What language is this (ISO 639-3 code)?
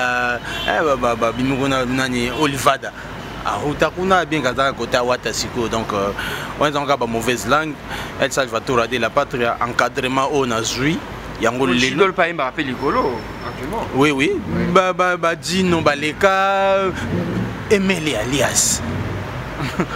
lin